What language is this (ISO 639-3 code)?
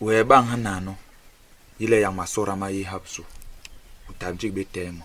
bas